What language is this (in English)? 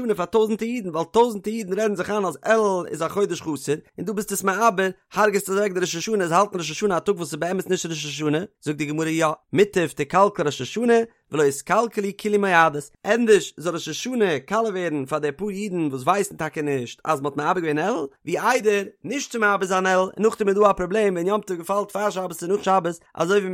Yiddish